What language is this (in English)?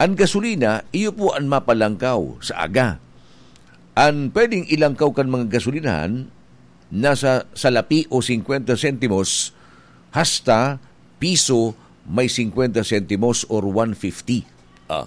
Bikol